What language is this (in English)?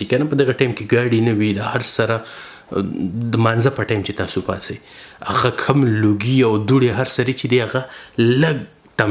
Pashto